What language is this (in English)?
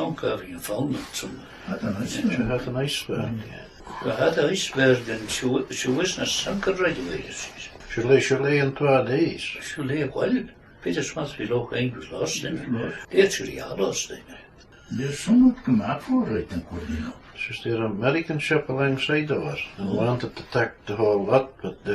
Scots